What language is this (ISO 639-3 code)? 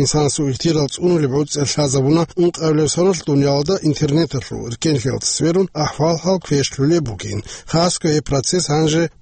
ava